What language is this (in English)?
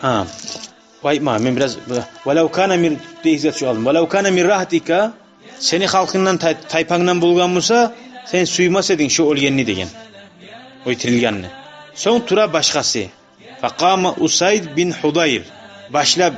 Kumyk